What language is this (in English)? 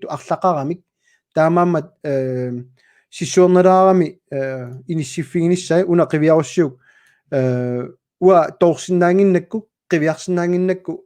Kalaallisut